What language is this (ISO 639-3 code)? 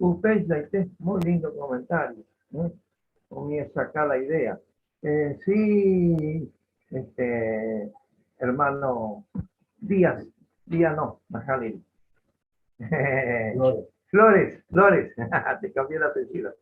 grn